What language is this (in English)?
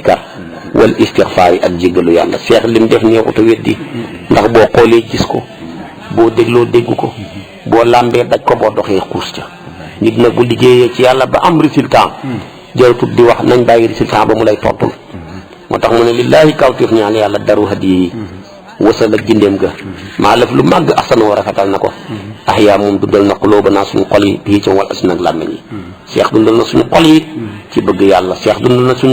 Wolof